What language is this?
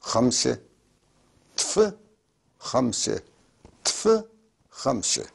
North Levantine Arabic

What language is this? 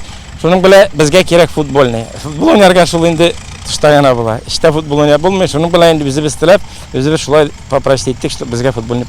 Tatar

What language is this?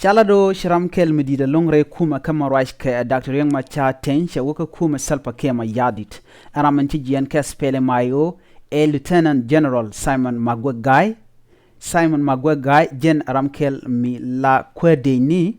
Nuer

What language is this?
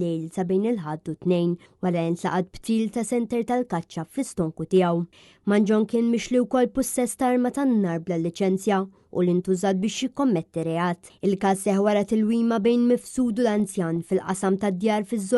Maltese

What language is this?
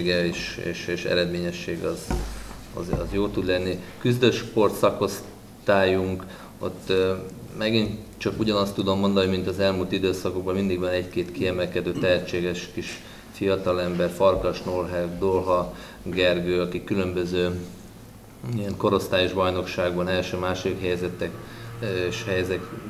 Hungarian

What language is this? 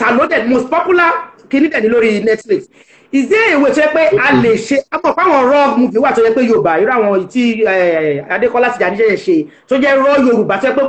Yoruba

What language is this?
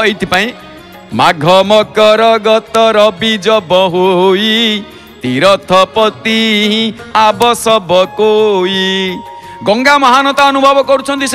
Odia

